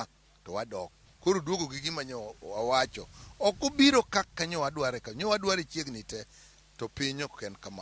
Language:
Luo (Kenya and Tanzania)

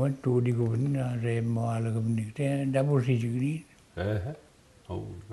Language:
Mi'kmaw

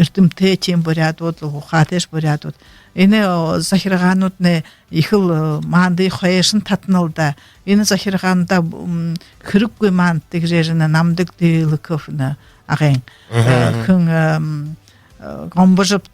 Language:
Buriat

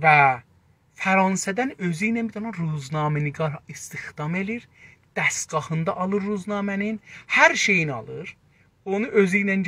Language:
South Azerbaijani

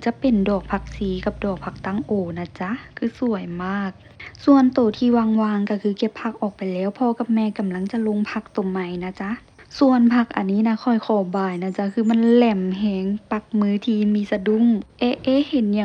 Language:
Lao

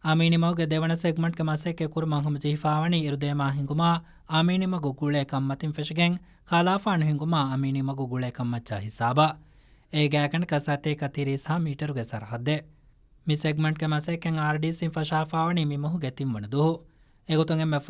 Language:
Divehi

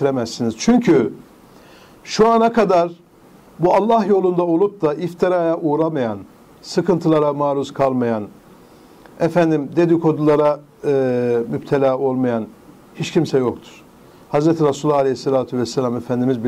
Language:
Turkish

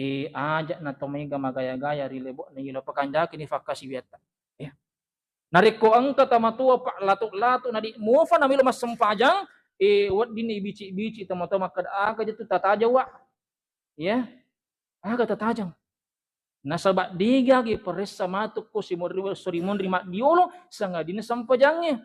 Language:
Buginese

